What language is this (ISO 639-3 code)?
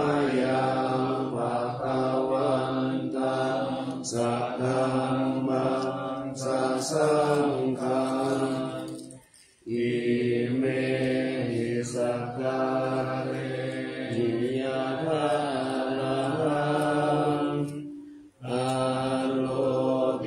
pli